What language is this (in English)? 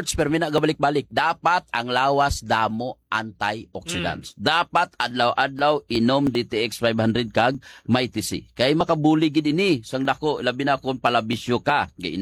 Hiligaynon